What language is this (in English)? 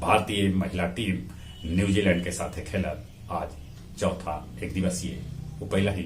Magahi